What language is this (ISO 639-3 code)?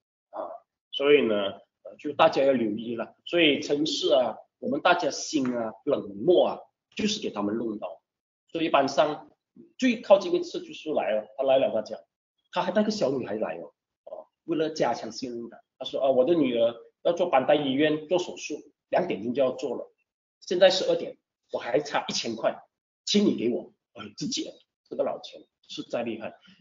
zho